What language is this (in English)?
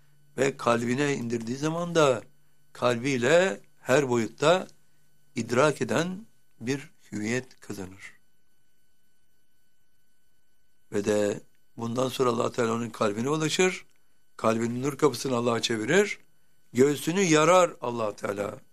Turkish